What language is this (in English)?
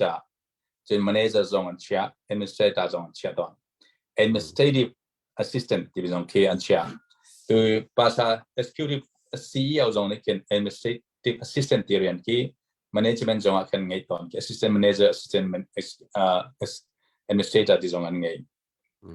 Hakha Chin